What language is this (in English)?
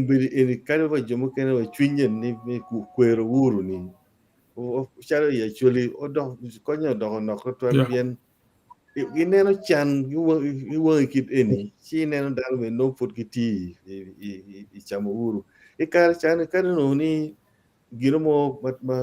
Acoli